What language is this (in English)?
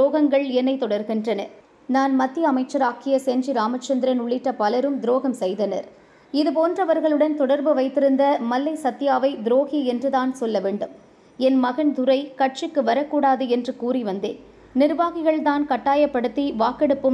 Tamil